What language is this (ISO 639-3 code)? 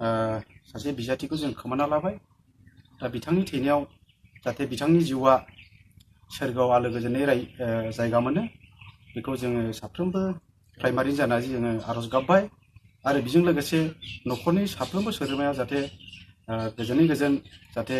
brx